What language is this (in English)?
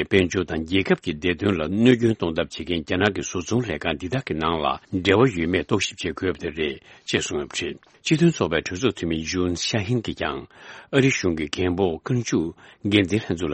Tibetan